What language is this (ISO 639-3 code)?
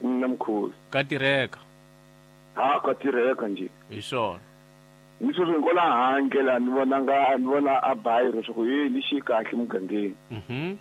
tso